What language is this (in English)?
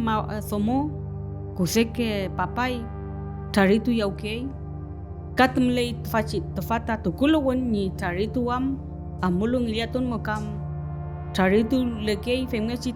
Mapuche